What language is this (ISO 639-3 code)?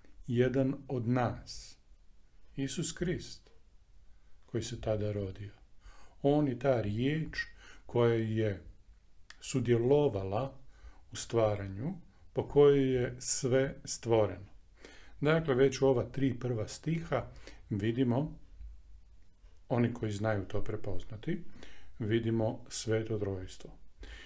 hrv